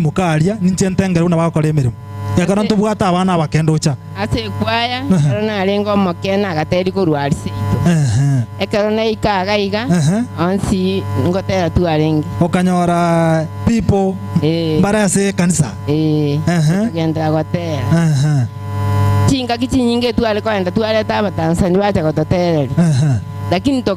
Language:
Gusii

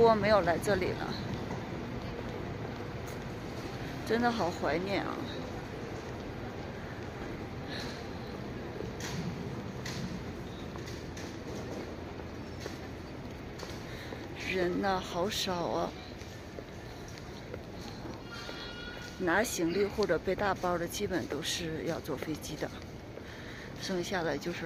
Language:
Chinese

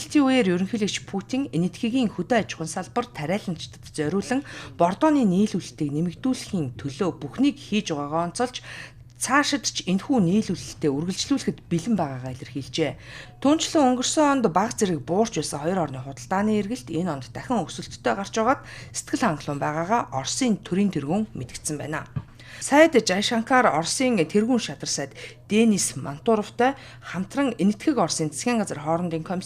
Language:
Mongolian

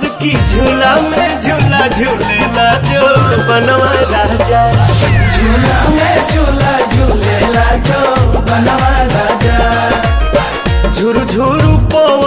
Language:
Bhojpuri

